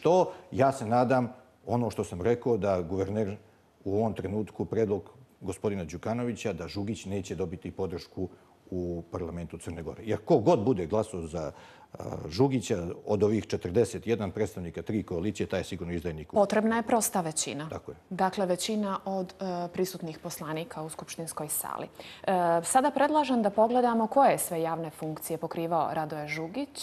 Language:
Bosnian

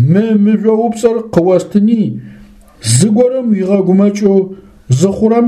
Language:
Adyghe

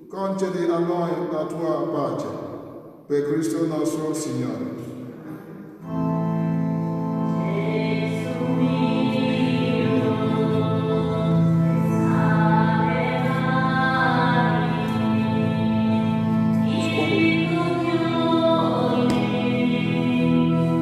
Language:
Italian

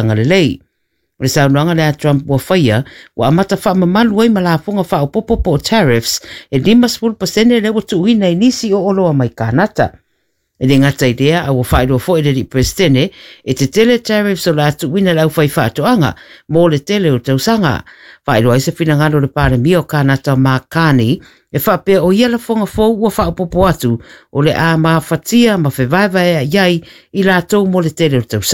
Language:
Samoan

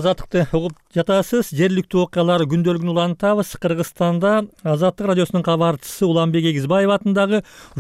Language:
Kyrgyz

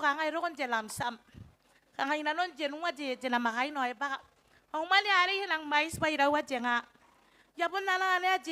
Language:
Gilbertese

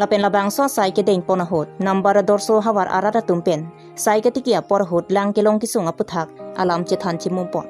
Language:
Karbi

